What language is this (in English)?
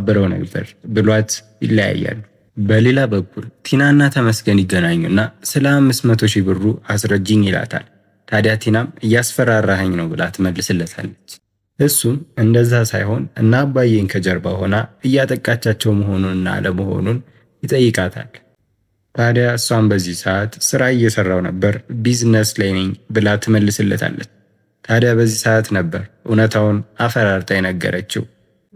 Amharic